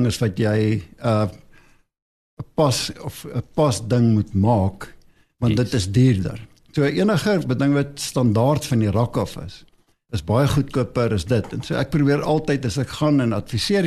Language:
Afrikaans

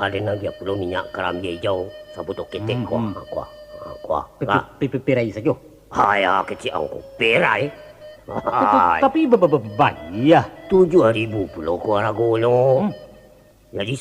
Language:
Minangkabau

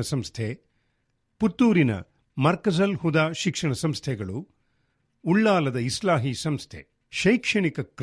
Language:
Kannada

